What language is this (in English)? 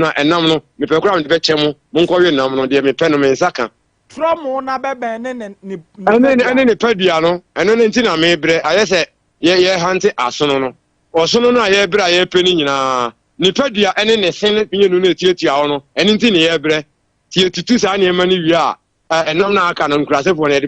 Akan